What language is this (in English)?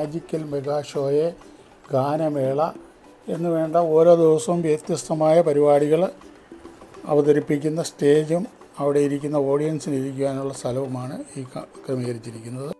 Malayalam